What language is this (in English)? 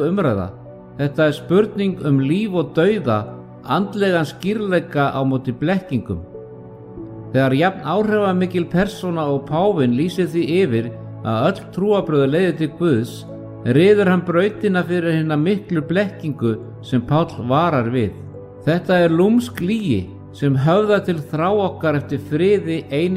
Icelandic